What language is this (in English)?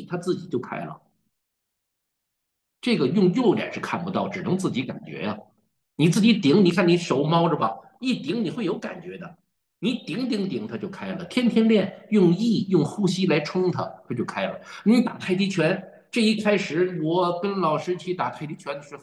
Chinese